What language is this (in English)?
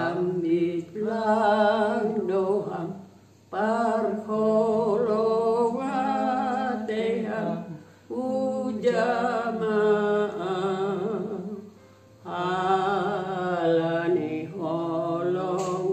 Batak Simalungun